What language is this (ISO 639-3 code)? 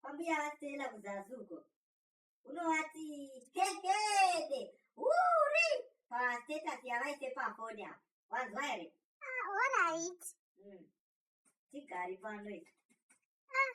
sna